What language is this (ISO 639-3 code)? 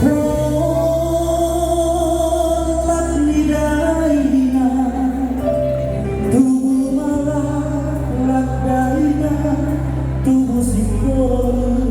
bbc